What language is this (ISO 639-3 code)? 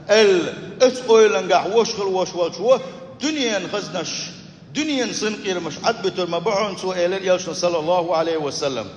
che